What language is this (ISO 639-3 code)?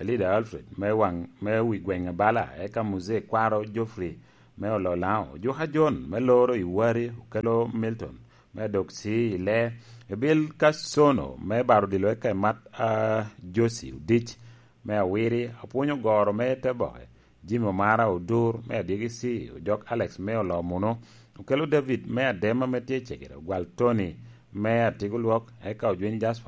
laj